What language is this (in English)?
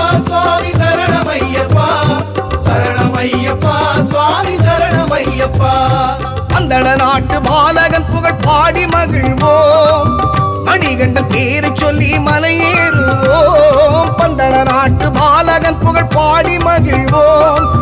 Tamil